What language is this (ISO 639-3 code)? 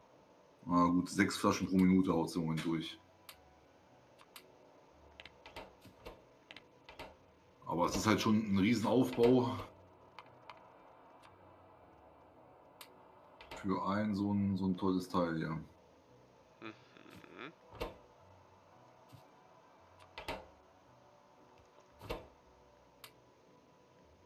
deu